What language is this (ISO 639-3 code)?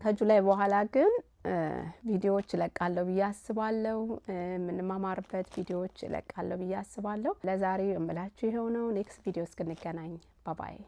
amh